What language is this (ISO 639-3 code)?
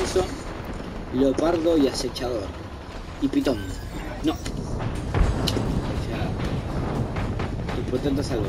spa